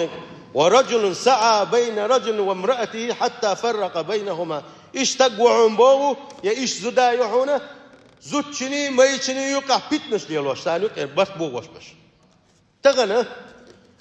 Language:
Chechen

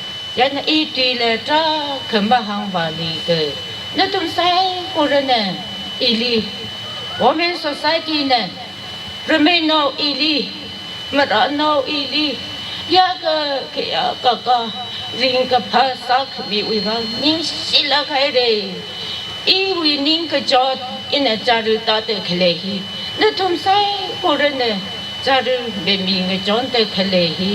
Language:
Tangkhul Naga (India)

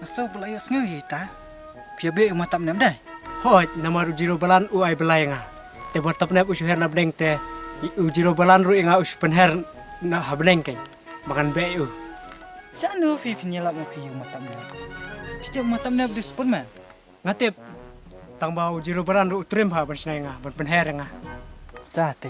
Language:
Khasi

